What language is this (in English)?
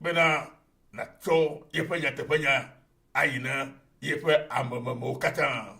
Ewe